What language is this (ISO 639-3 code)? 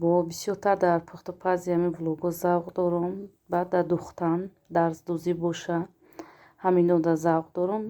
tgk